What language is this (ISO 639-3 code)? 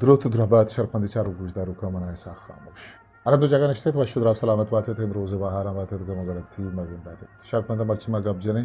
bgp